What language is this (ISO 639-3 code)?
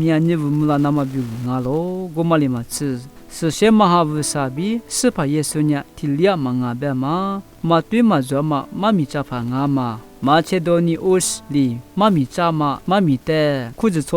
lis